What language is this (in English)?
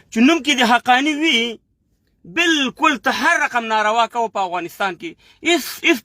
Pashto